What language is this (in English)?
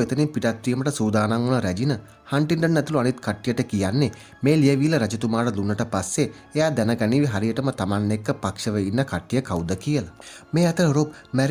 Sinhala